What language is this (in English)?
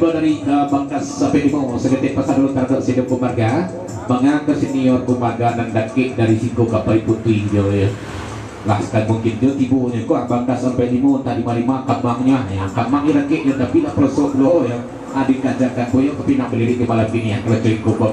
Minangkabau